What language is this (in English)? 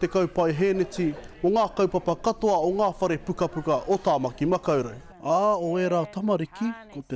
Māori